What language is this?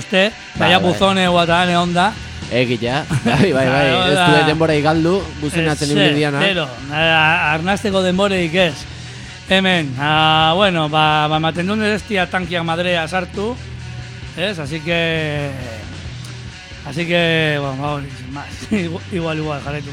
Basque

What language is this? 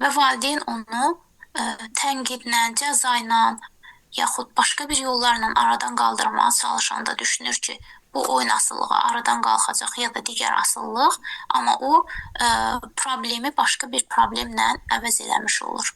Azerbaijani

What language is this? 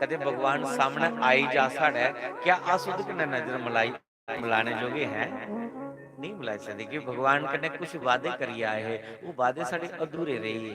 Dogri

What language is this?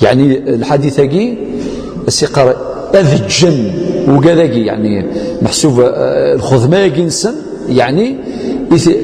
Kabyle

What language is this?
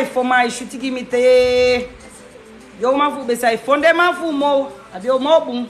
Sranan Tongo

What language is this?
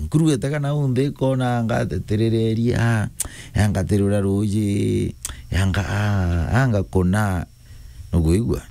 Meru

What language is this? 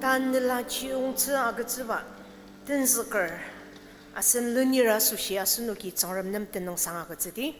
Ao Naga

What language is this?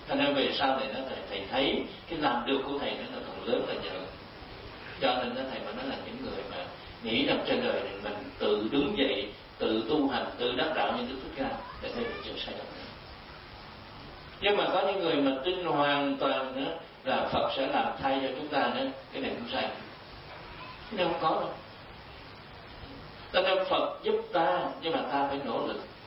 Vietnamese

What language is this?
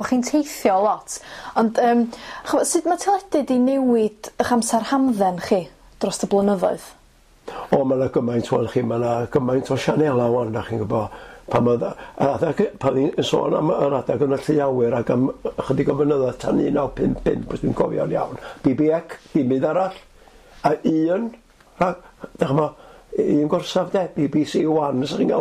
Welsh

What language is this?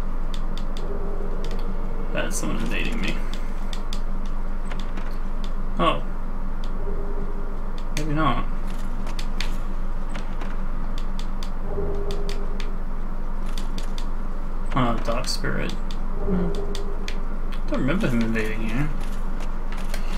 English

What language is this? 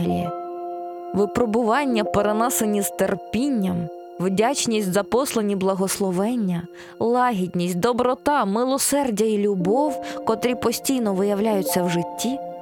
Ukrainian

